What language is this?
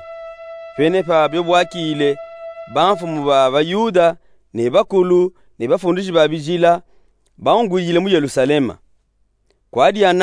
Luba-Katanga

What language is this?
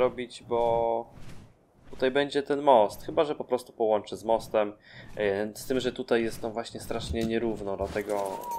Polish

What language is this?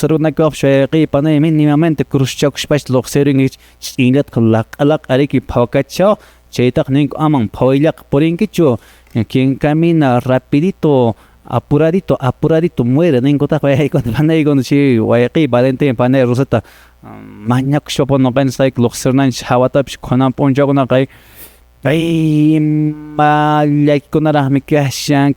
Quechua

